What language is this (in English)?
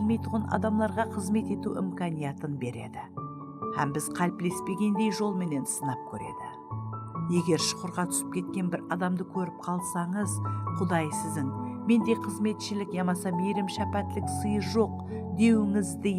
Kara-Kalpak